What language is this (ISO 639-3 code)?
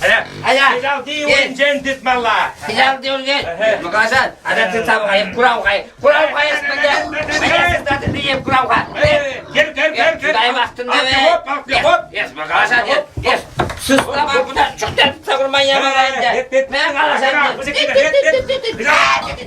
chv